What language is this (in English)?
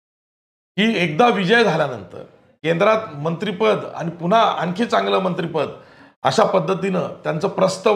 Marathi